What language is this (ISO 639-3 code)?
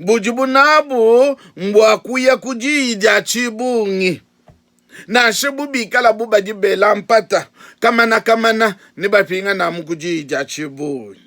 lua